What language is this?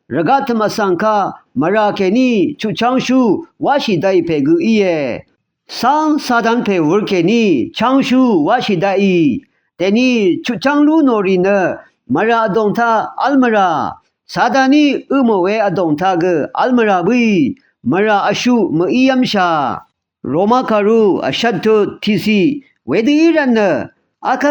Rawang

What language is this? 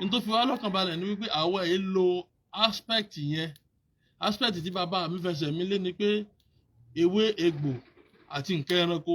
Yoruba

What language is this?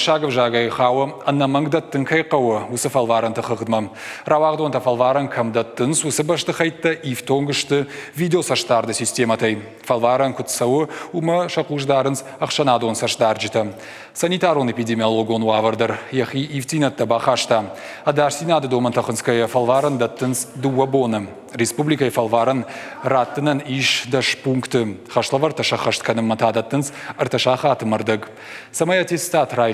Ossetic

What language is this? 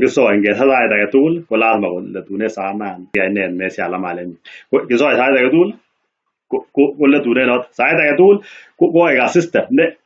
Kalenjin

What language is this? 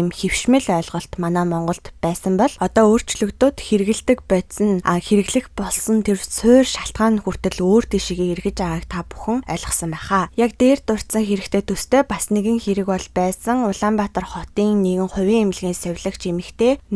Mongolian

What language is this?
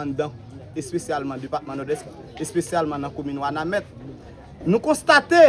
Haitian Creole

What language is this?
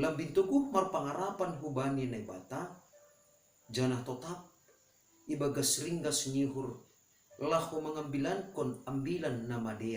Batak Simalungun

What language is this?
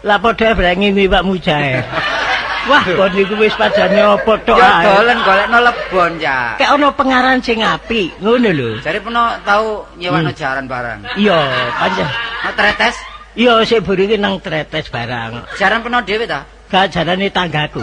Javanese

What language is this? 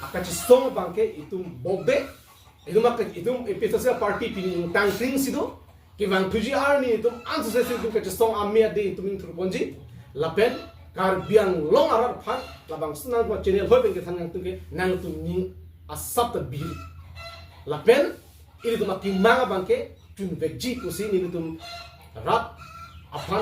Karbi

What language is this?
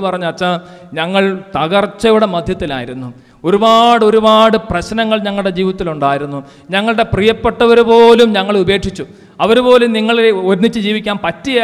Malayalam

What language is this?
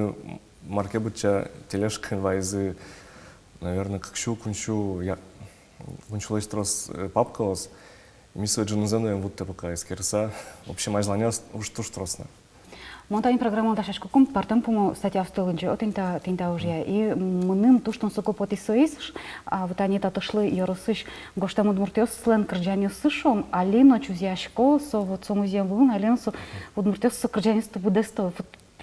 Udmurt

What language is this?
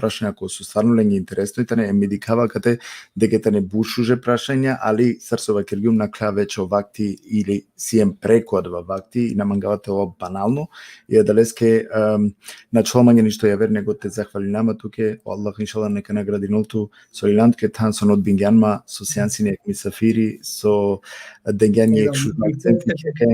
Balkan Romani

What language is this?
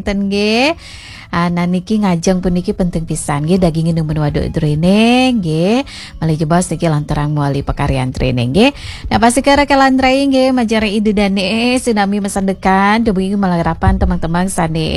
Balinese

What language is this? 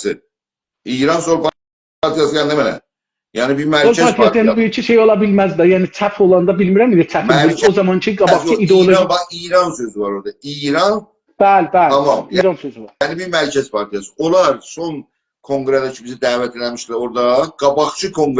South Azerbaijani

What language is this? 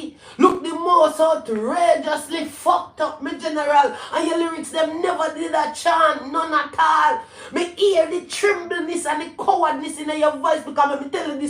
Jamaican Creole English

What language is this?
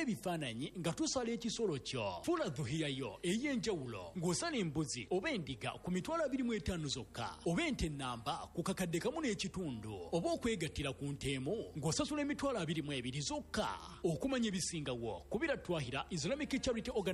Ganda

